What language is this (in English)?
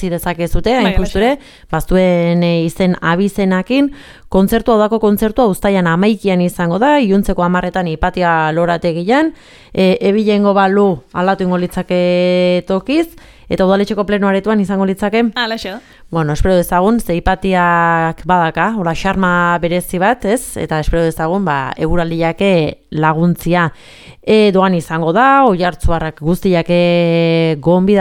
Basque